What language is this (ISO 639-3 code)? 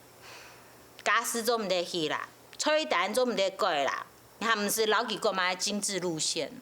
hak